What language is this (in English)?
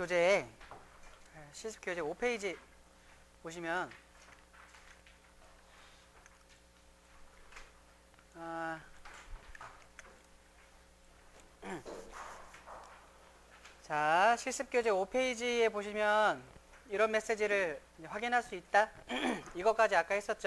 Korean